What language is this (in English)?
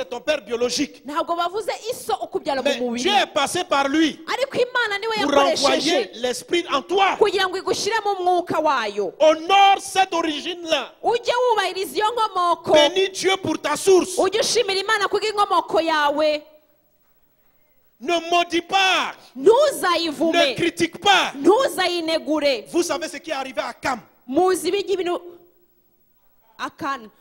Kinyarwanda